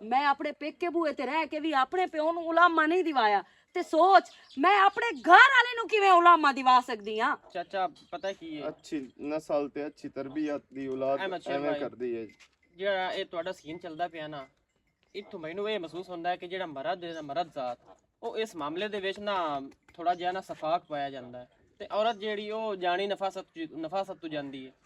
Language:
Western Panjabi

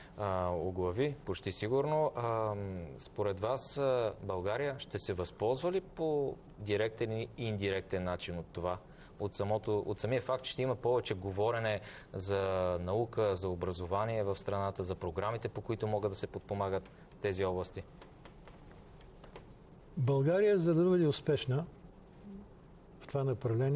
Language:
Bulgarian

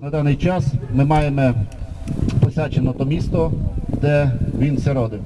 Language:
Rusyn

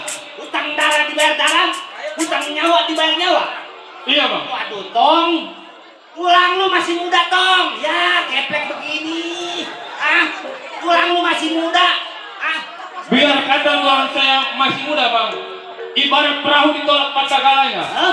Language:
Betawi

